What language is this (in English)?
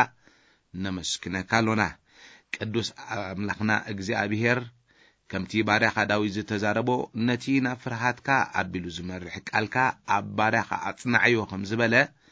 Tigrinya